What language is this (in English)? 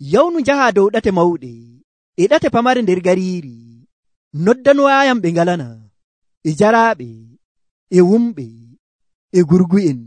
Nigerian Fulfulde